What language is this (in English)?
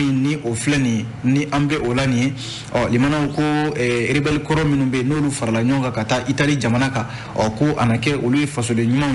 Bambara